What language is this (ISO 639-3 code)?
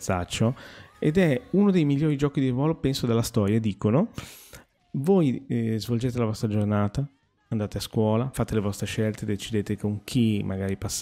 ita